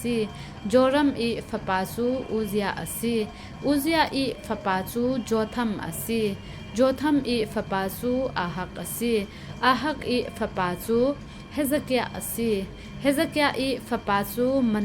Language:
Falam Chin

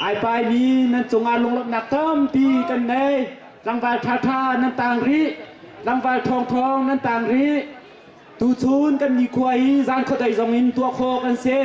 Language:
Hakha Chin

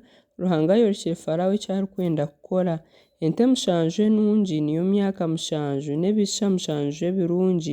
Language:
Nyankole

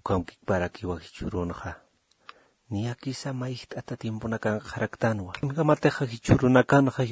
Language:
Aymara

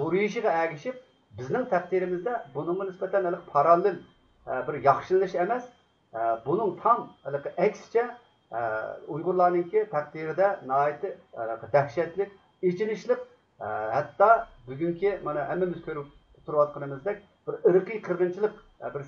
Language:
Uyghur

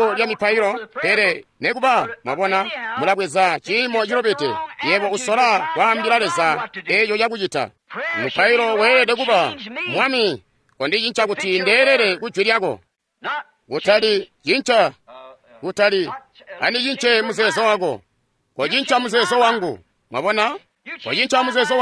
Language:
Tonga (Zambia)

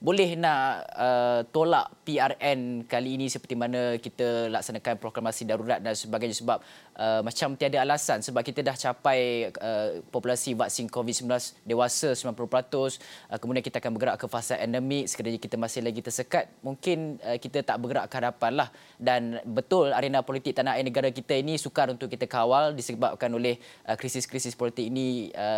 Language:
Malay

